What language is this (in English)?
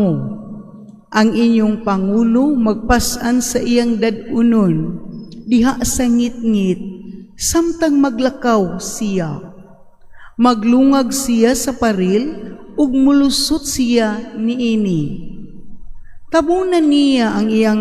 Cebuano